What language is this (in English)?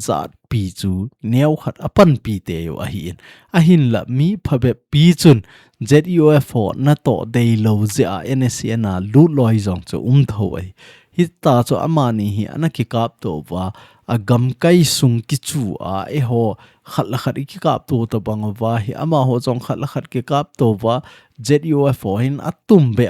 Thado Chin